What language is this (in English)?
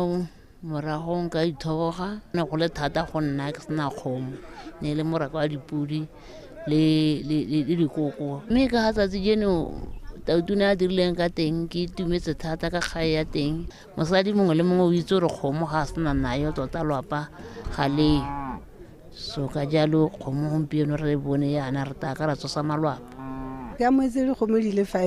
Tswana